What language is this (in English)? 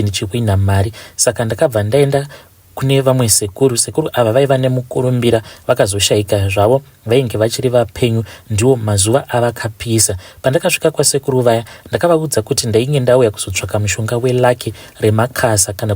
Shona